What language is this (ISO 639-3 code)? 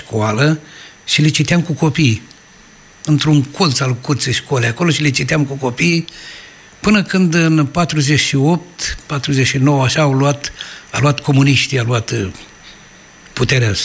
ron